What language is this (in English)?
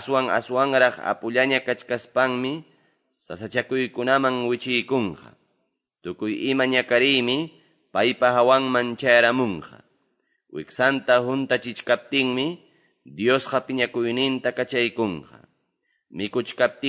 Ayacucho Quechua